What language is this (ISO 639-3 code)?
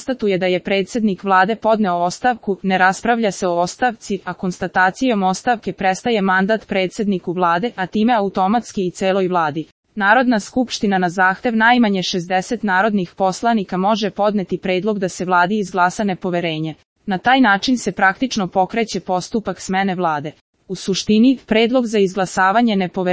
srp